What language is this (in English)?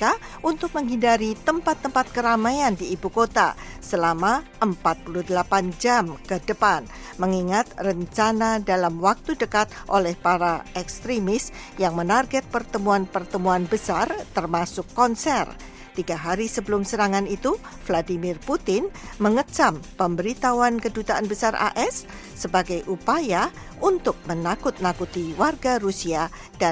Indonesian